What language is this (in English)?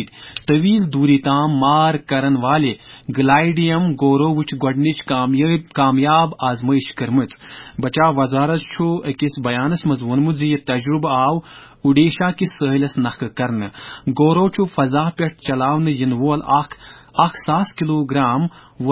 Kashmiri